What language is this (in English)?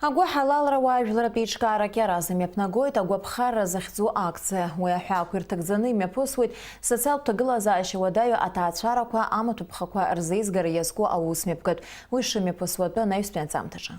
Abkhazian